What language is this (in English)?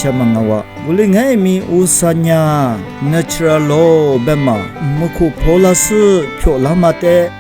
Lisu